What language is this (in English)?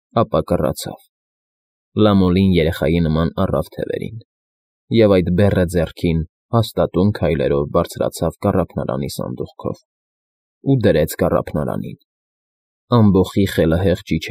Armenian